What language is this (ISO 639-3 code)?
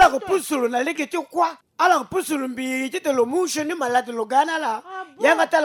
sag